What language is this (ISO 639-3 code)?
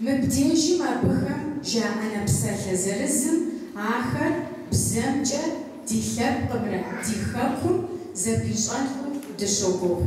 kbd